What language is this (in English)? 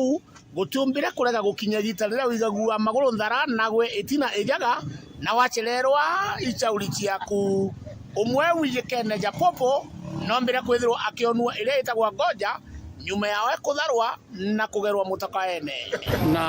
Meru